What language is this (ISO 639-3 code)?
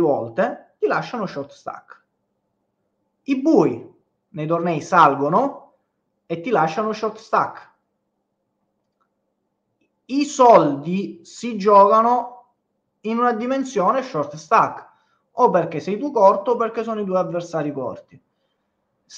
ita